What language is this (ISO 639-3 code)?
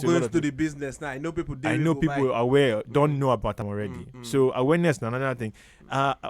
pcm